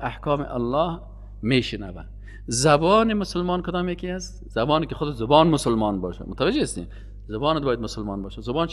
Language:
Persian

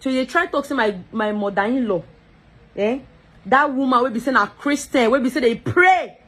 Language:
Nigerian Pidgin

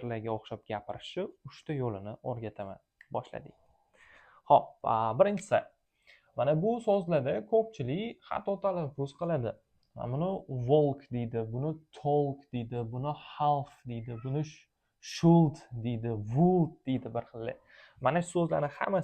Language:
Uzbek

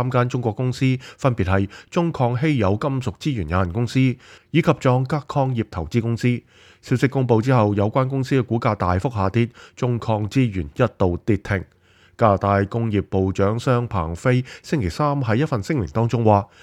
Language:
Cantonese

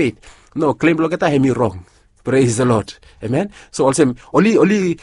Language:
Bislama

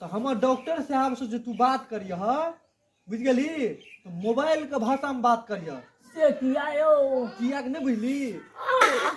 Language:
Maithili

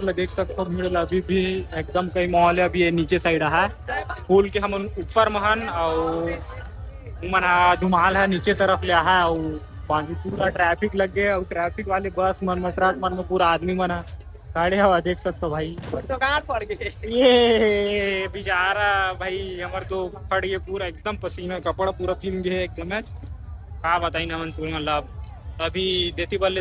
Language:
Chhattisgarhi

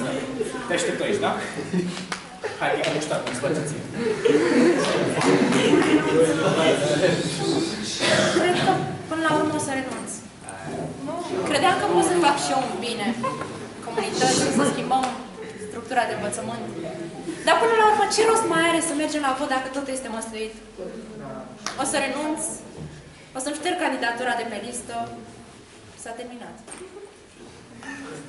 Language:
Romanian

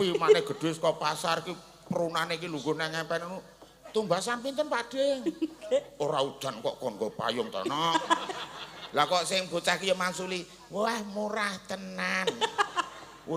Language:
Javanese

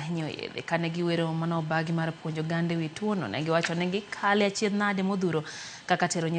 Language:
Luo (Kenya and Tanzania)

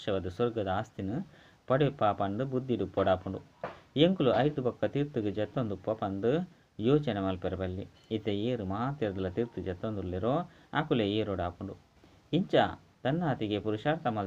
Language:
Tulu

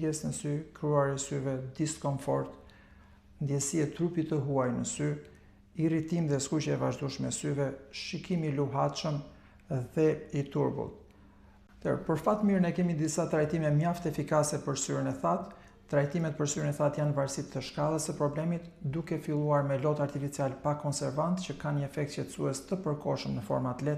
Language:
Albanian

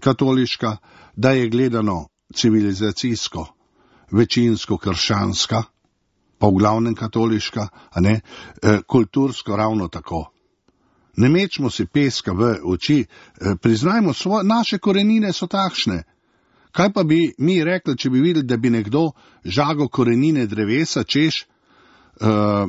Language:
Slovenian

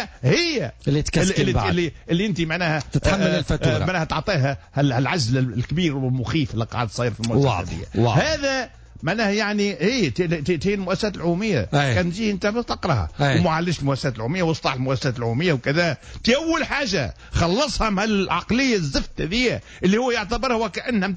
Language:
Tunisian Arabic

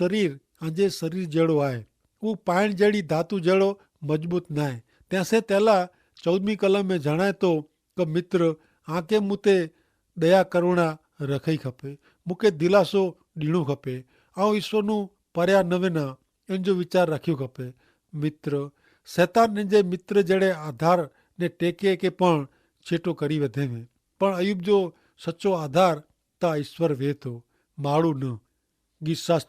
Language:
Kachhi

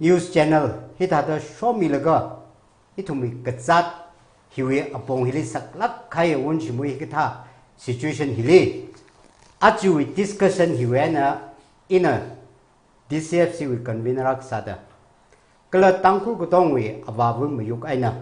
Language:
Tangkhul Naga (India)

